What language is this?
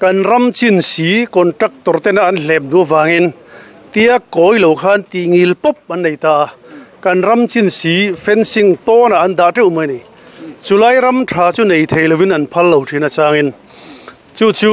Mizo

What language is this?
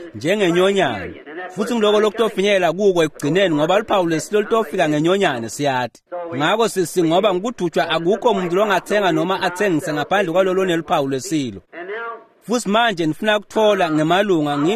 Swati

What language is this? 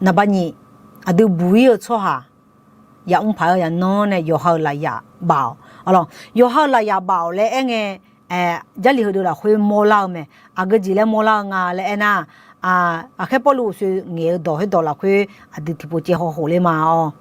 Akha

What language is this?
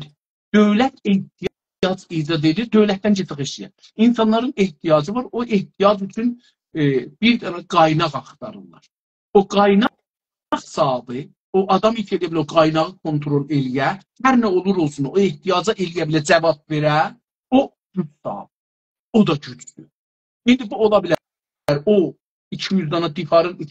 South Azerbaijani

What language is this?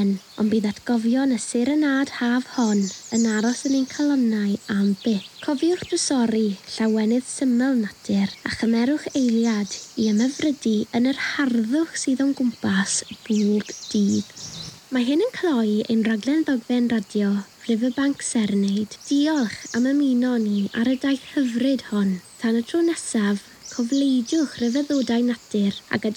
Welsh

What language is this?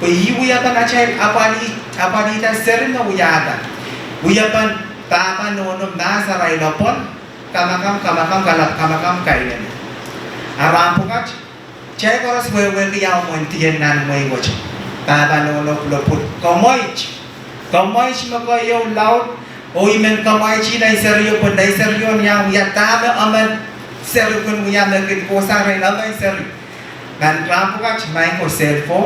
Pohnpeian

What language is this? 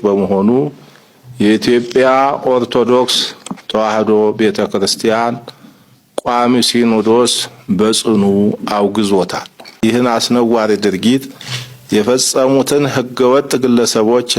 Amharic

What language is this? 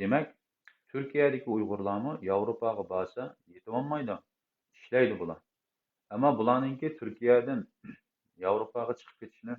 Uyghur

